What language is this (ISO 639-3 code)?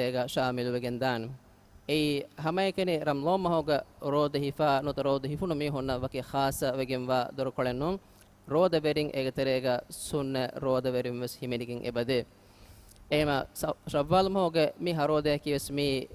div